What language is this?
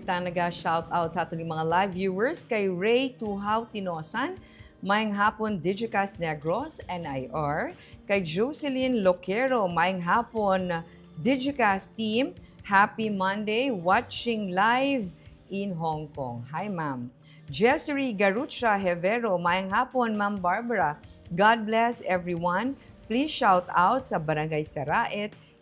Hiligaynon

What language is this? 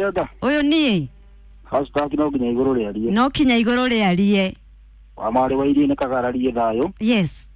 Kikuyu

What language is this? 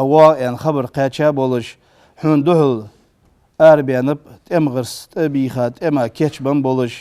Ingush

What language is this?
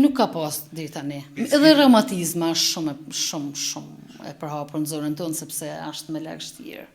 Albanian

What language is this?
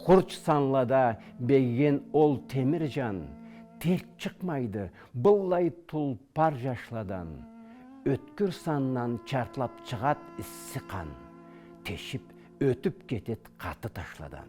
Karachay-Balkar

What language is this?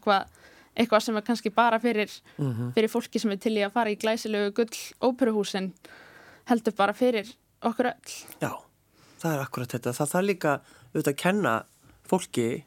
Icelandic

